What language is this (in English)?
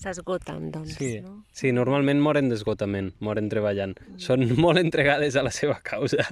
Catalan